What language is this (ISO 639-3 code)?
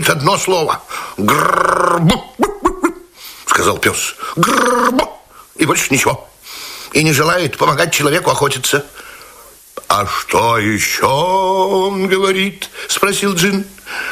rus